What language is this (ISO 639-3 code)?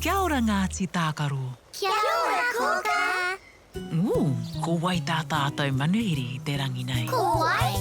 mri